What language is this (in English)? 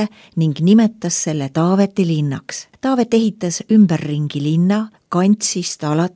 Estonian